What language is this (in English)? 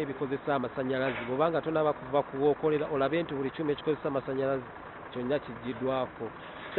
Ganda